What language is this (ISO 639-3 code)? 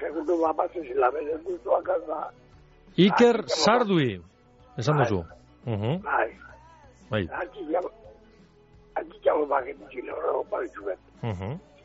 eus